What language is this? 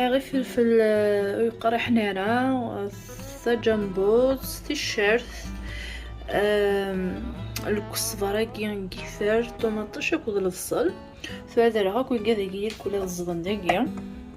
Kabyle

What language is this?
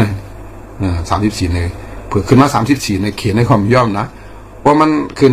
Shan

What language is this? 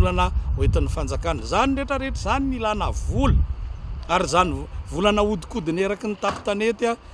Malagasy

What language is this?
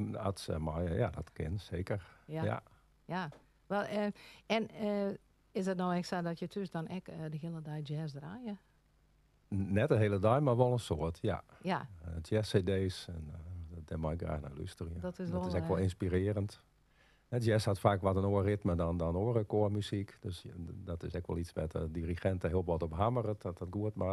Western Frisian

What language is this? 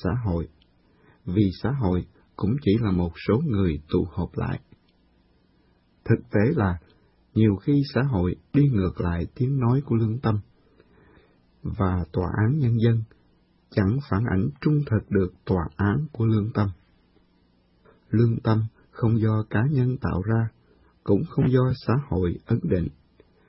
Vietnamese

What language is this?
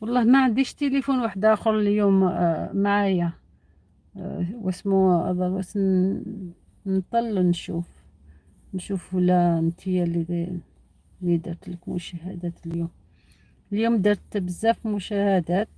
Algerian Arabic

